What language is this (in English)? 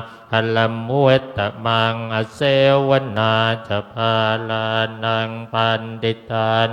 Pali